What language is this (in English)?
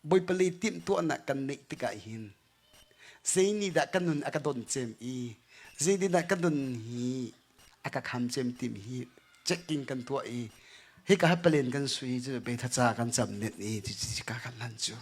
Hakha Chin